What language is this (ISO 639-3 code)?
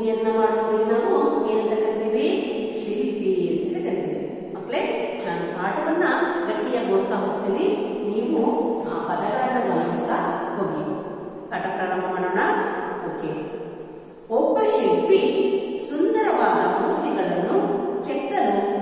kan